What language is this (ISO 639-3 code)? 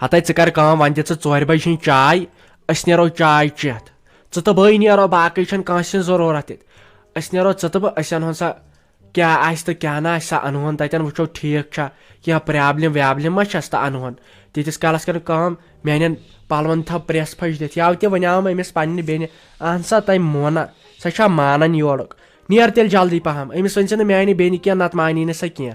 kas